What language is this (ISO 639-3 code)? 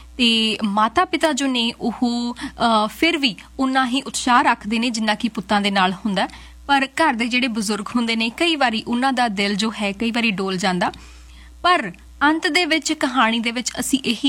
pan